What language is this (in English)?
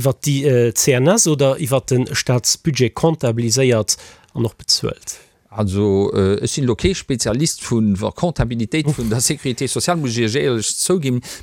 Luxembourgish